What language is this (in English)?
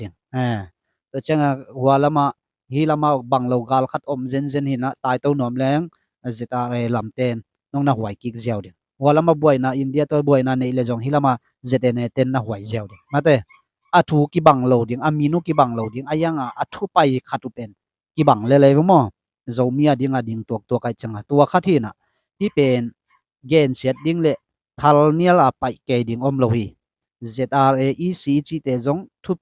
Tedim Chin